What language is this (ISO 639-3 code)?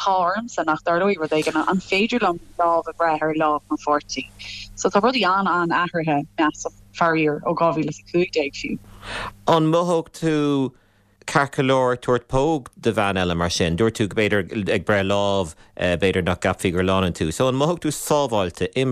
gle